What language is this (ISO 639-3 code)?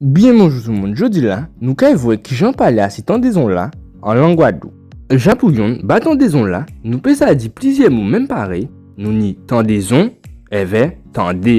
gcf